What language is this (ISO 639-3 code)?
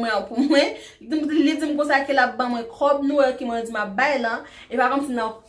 hat